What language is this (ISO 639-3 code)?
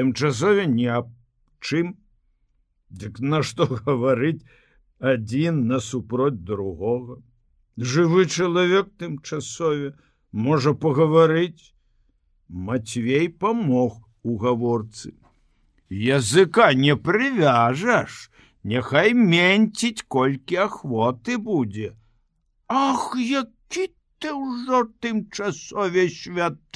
bel